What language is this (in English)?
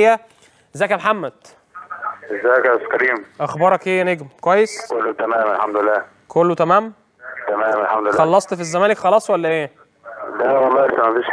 Egyptian Arabic